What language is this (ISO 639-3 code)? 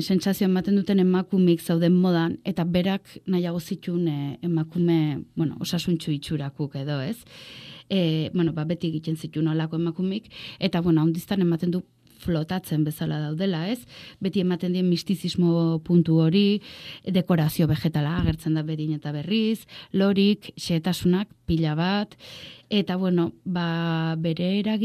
eus